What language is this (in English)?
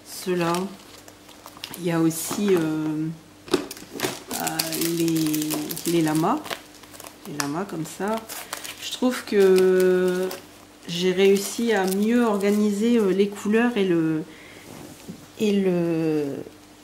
French